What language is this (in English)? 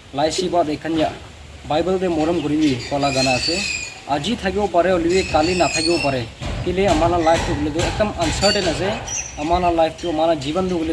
Naga Pidgin